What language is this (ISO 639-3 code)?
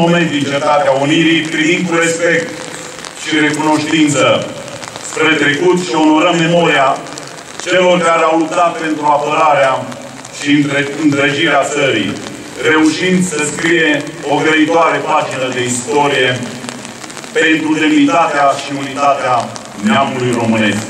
ron